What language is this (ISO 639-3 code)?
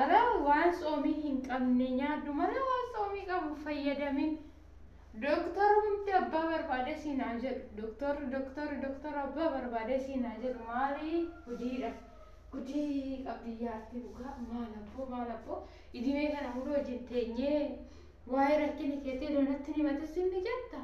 orm